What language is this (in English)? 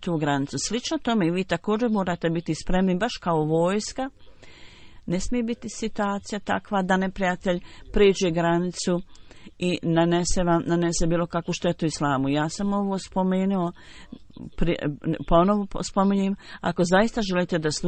Bosnian